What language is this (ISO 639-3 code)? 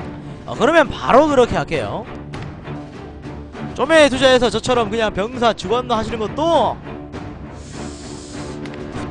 kor